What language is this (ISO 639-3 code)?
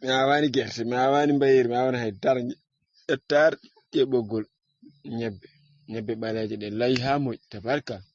ful